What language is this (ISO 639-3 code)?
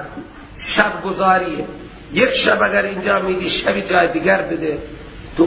fas